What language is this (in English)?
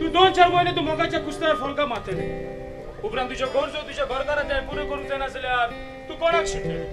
Konkani